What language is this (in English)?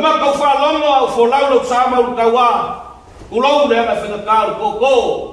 Samoan